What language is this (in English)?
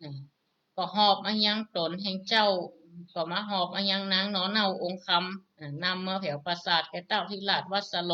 Northern Thai